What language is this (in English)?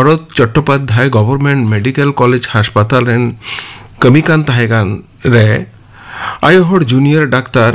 Santali